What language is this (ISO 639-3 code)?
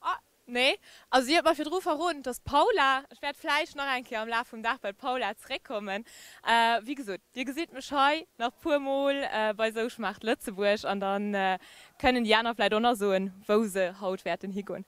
ltz